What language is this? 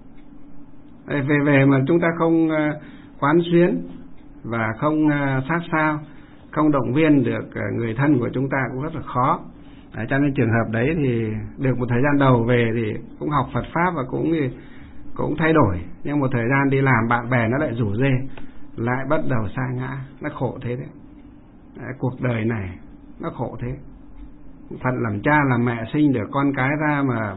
Vietnamese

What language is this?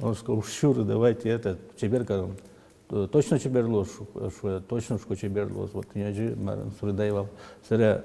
Udmurt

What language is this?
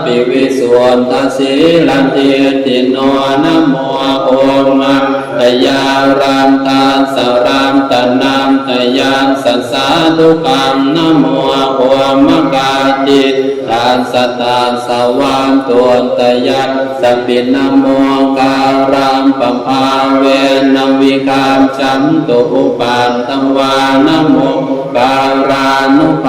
Pali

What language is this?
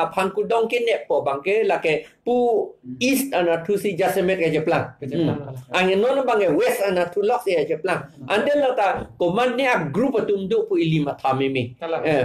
Karbi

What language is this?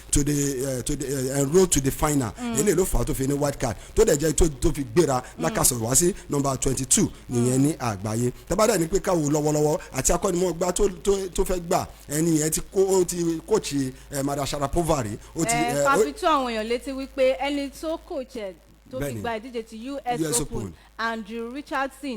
Yoruba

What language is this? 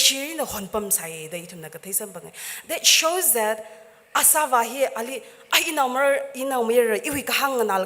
Tangkhul Naga (India)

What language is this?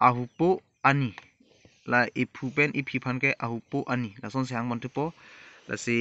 Karbi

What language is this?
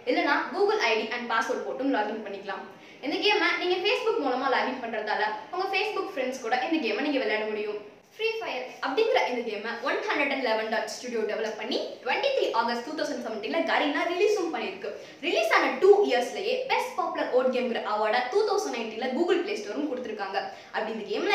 Tamil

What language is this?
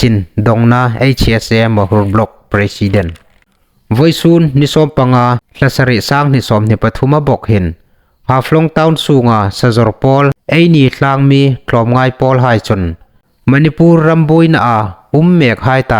Hmar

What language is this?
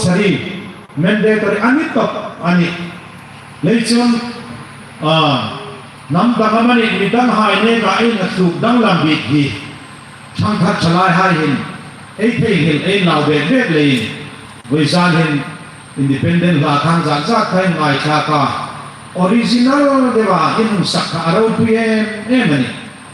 Hmar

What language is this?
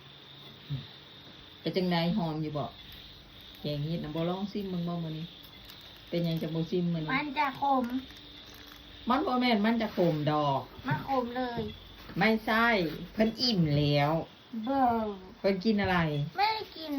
Lao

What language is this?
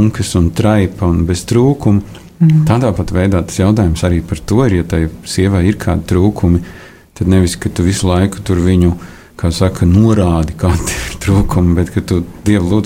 Latvian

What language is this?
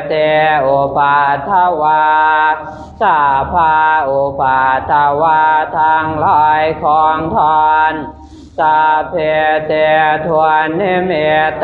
Pali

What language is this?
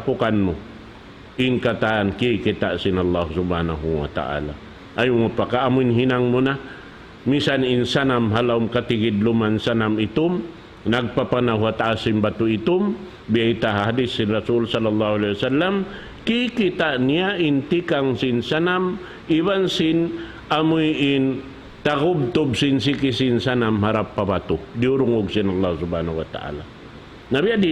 Tausug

